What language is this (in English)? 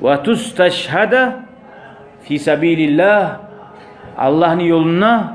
Kumyk